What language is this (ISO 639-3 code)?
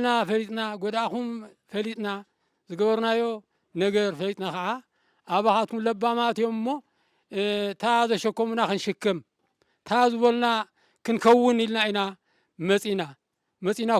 tir